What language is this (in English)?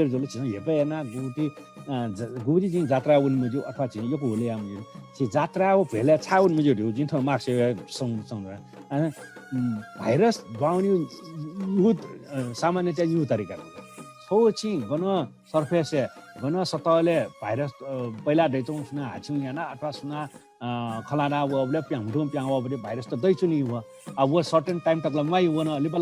Newari